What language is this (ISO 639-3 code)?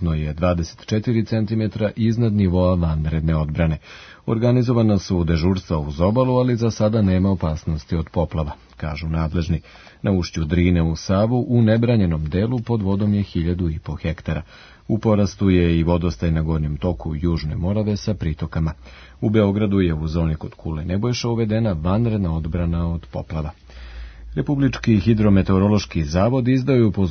srp